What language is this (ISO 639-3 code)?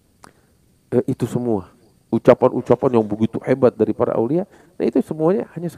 ind